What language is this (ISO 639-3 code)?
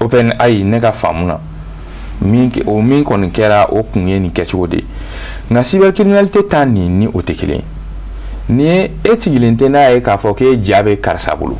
bam